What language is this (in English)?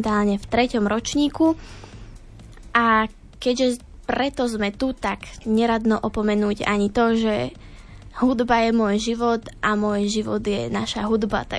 Slovak